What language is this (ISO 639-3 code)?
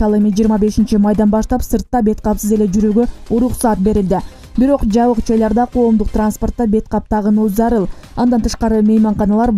kir